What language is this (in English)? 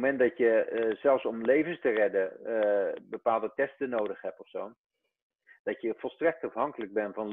Dutch